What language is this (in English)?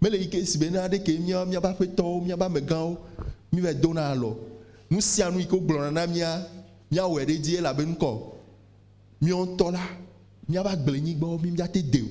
Ewe